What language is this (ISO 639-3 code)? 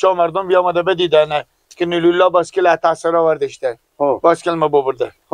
fas